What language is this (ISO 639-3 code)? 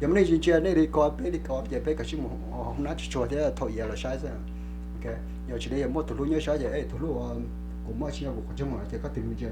hmn